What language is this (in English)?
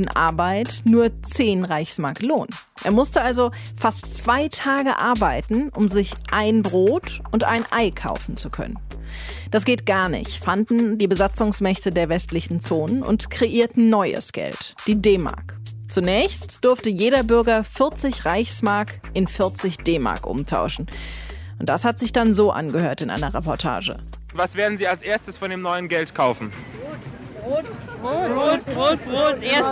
German